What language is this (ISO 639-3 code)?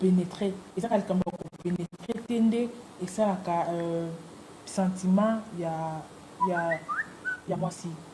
lin